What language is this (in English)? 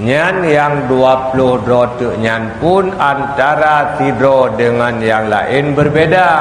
Achinese